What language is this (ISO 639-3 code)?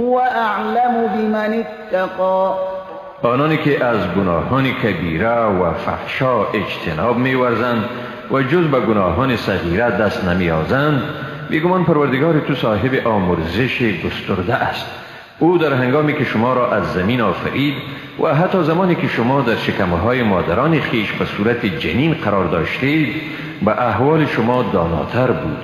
fas